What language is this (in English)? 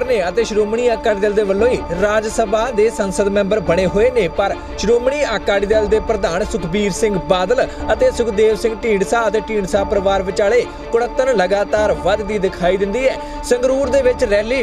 Punjabi